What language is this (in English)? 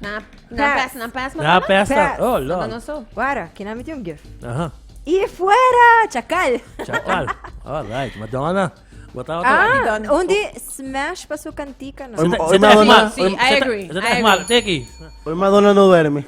Papiamento